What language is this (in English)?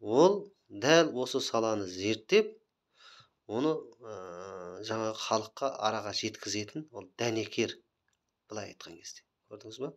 Kazakh